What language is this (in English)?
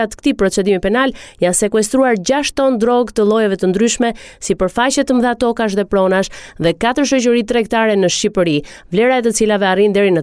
Albanian